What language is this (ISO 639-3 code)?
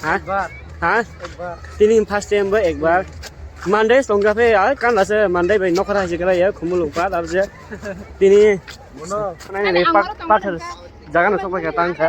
trp